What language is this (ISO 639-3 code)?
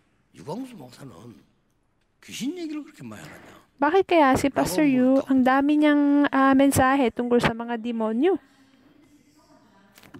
fil